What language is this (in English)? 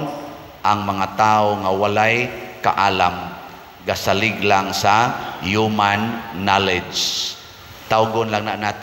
Cebuano